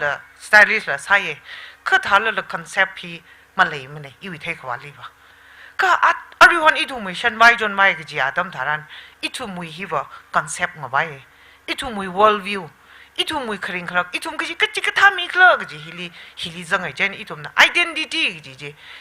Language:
Tangkhul Naga (India)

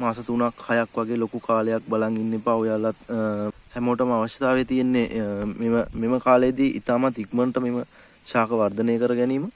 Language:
Sinhala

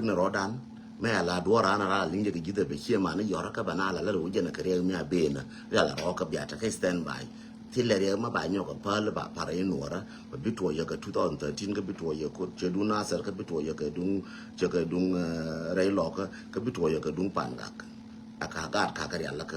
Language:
Nuer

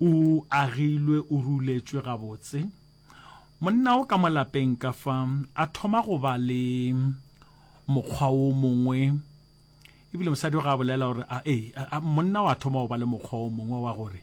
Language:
Northern Sotho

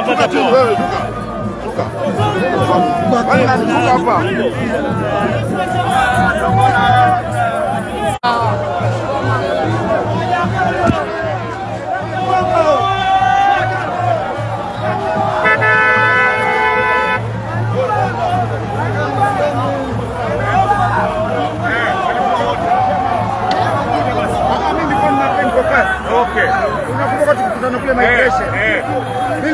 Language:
Swahili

